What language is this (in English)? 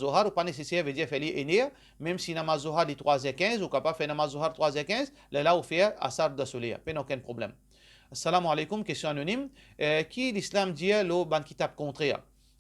Morisyen